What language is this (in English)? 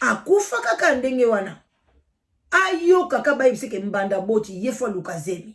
Lingala